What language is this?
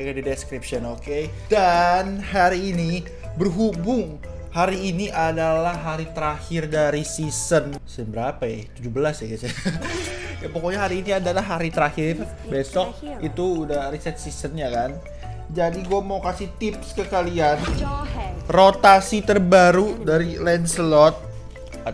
Indonesian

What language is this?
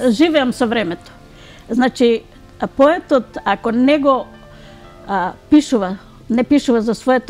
Macedonian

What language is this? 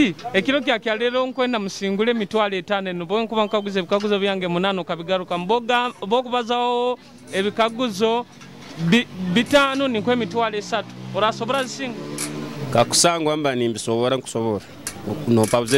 Nyoro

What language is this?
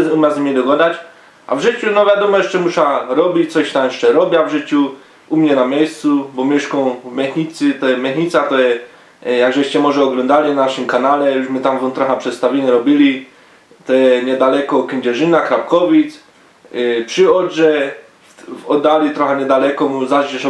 Silesian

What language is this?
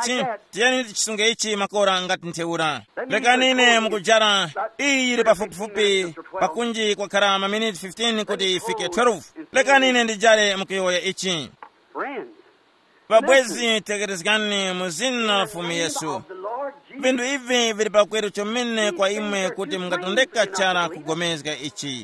Tumbuka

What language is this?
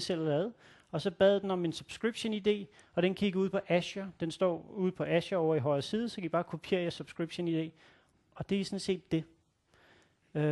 Danish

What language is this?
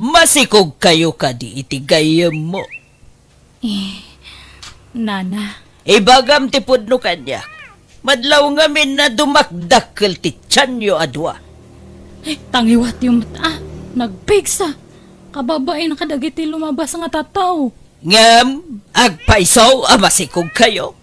Iloko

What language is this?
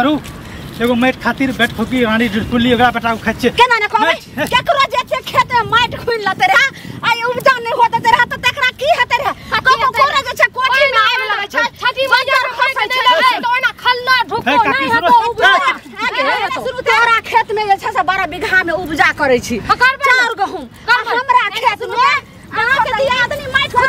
Maithili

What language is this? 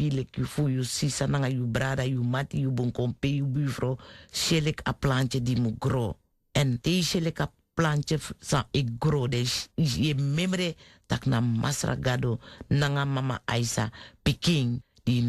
Sranan Tongo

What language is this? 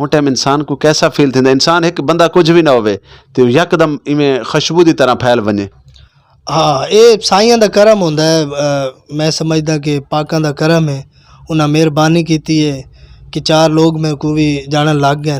Saraiki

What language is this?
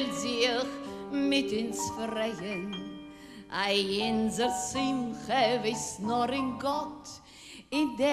Yiddish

